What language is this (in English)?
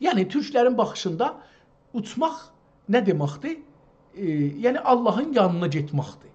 South Azerbaijani